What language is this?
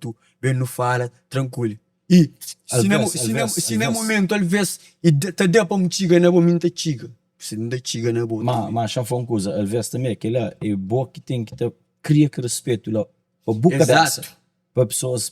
Kabuverdianu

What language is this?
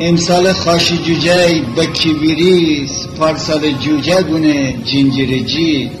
Gilaki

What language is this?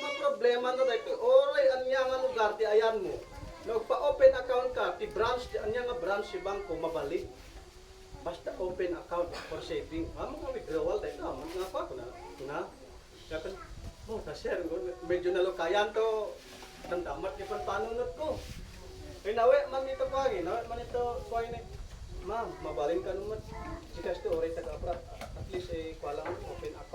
Isnag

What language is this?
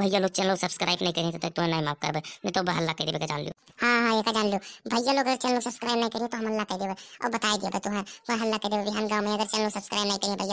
Awadhi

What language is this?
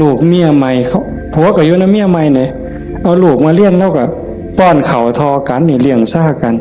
Northeastern Thai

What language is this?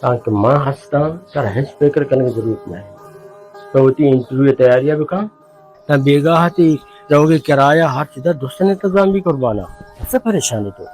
Baluchi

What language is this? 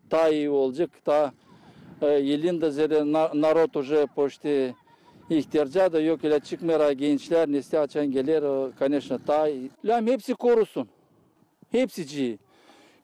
Gagauz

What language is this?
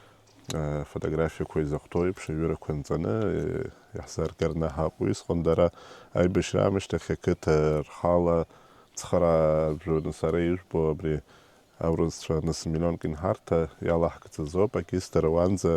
Abkhazian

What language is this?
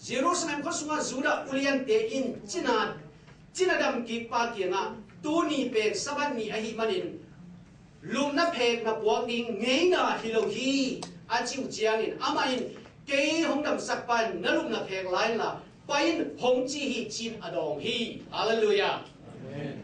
Tedim Chin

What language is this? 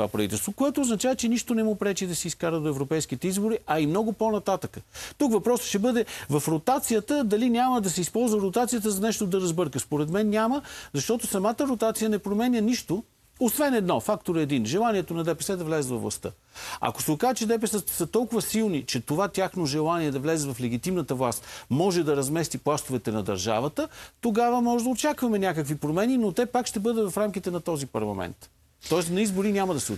Bulgarian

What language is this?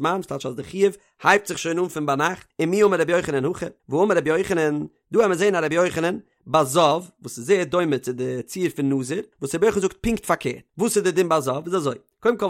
Yiddish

